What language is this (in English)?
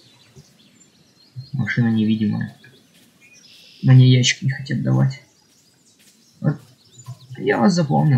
Russian